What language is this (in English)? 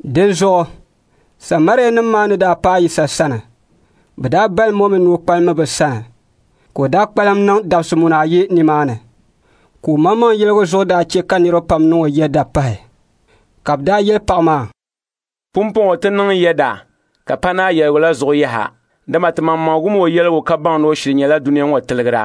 Dagbani